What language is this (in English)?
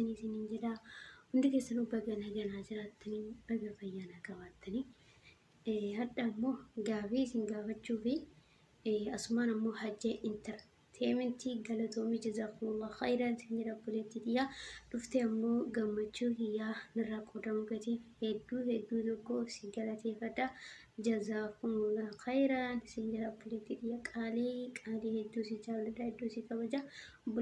Oromo